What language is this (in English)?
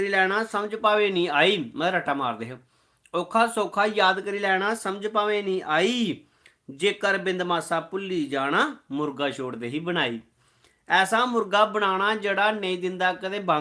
Dogri